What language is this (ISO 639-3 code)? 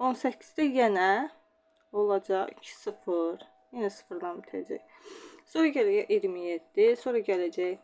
aze